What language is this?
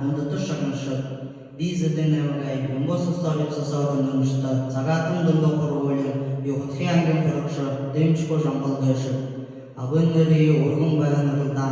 Buriat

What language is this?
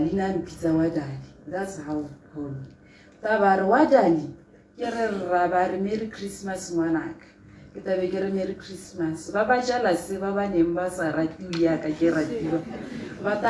Tswana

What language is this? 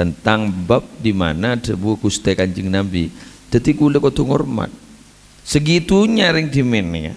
Madurese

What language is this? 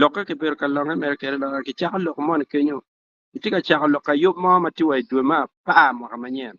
Acoli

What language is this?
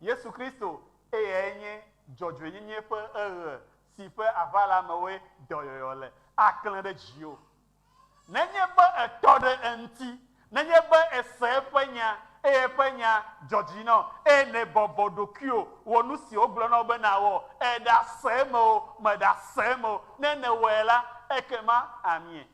Ewe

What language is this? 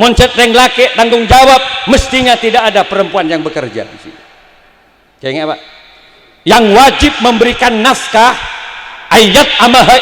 Madurese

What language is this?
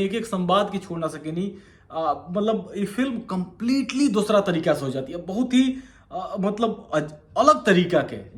Bhojpuri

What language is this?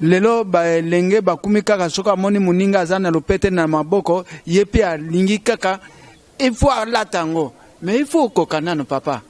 Lingala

